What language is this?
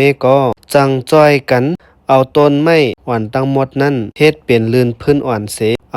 Shan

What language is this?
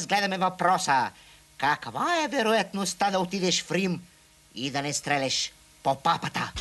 Bulgarian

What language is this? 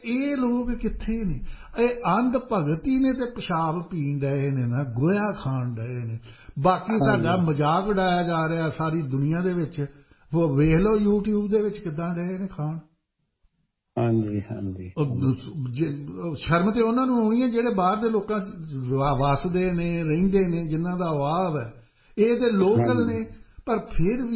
Punjabi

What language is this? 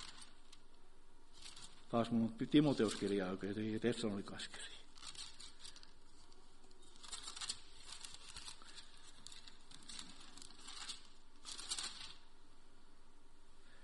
Finnish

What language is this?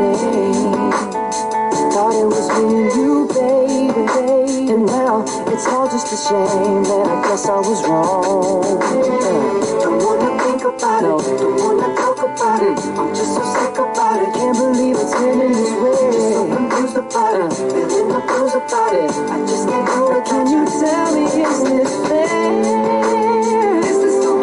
English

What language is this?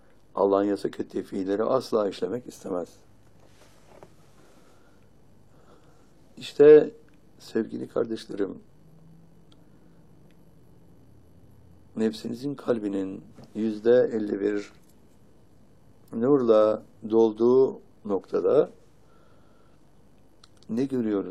Turkish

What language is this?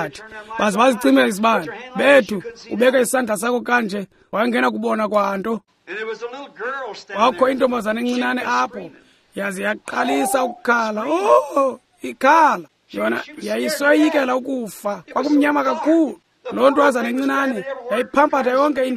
Xhosa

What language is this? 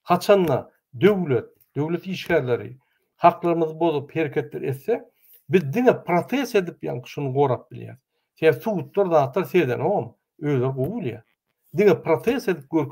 Turkmen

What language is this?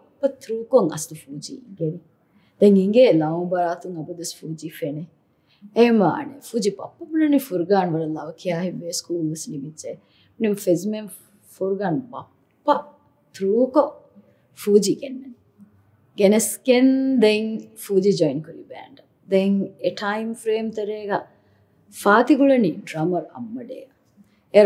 Divehi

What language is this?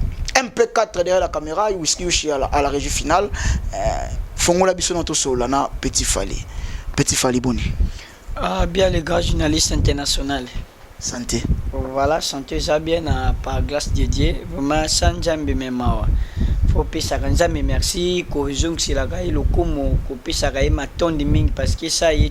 Lingala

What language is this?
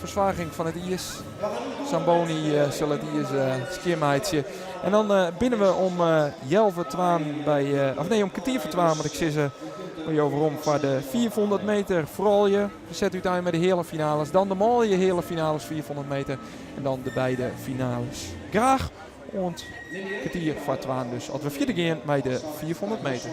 Western Frisian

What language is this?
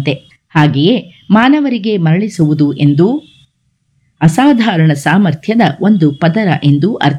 Kannada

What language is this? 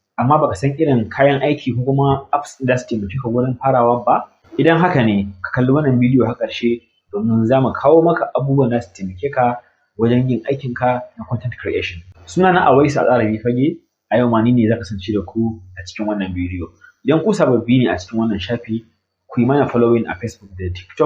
Hausa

